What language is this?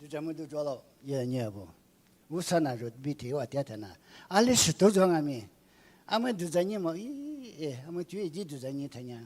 Lisu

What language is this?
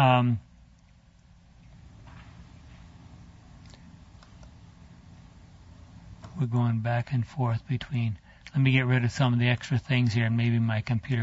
English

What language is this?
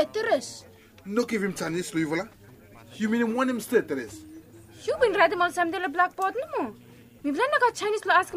Bislama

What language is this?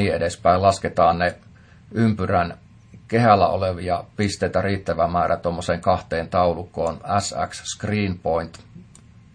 Finnish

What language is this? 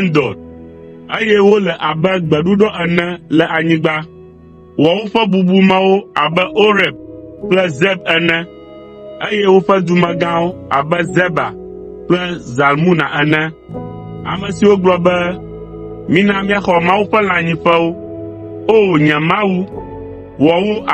Ewe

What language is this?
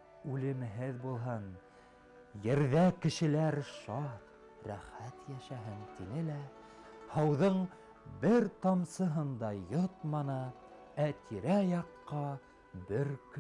Bashkir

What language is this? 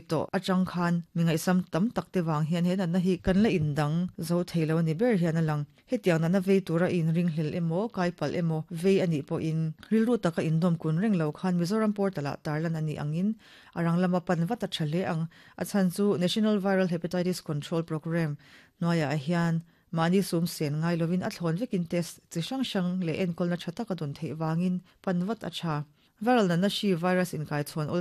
Mizo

